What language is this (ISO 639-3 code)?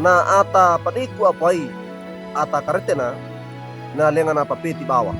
wew